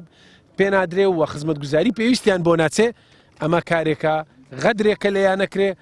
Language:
Central Kurdish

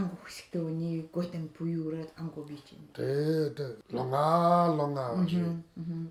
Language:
Nanai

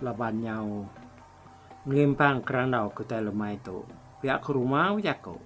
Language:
Iban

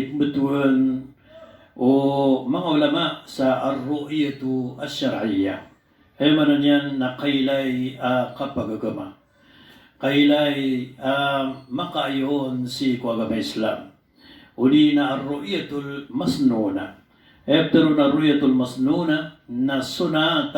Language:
Maranao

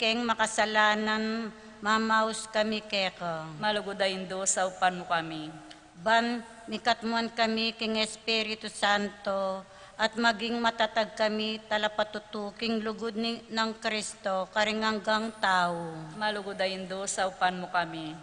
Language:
Pampanga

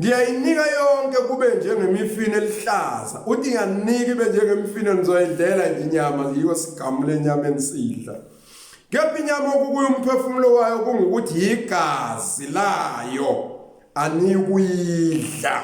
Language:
Zulu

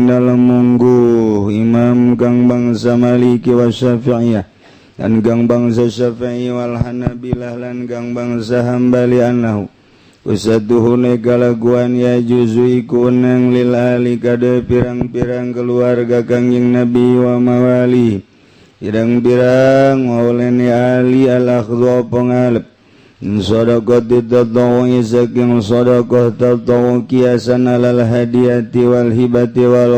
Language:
Sundanese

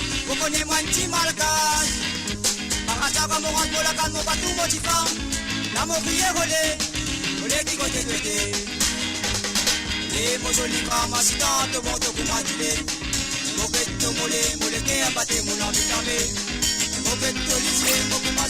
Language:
Morisyen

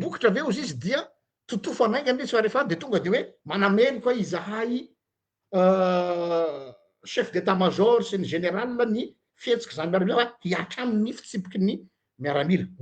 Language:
Malagasy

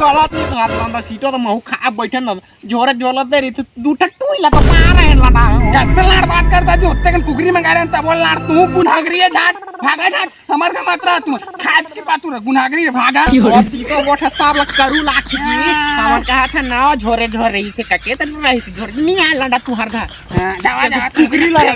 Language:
Chhattisgarhi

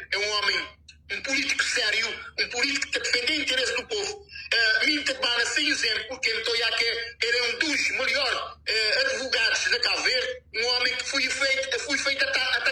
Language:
Kabuverdianu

